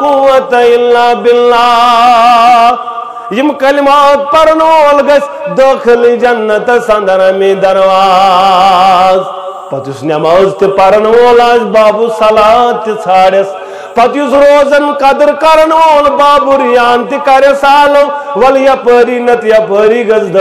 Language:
Kashmiri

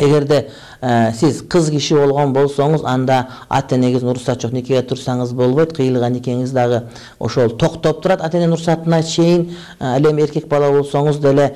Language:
Kyrgyz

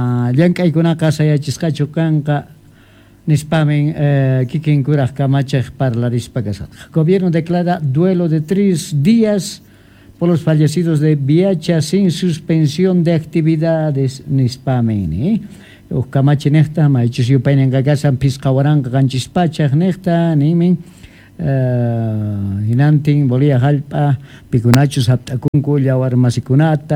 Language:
Quechua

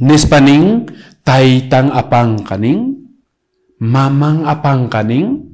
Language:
Quechua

